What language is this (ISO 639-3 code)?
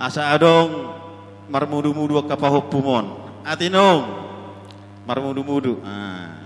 bbc